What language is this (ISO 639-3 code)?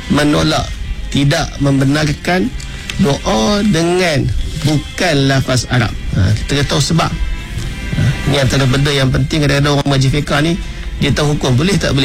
msa